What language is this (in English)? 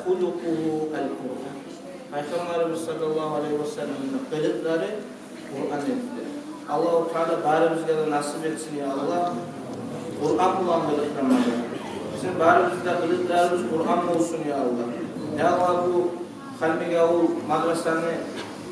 Kumyk